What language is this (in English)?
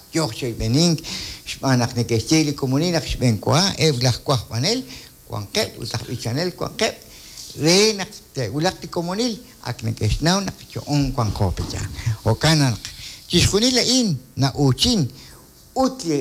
Kekchí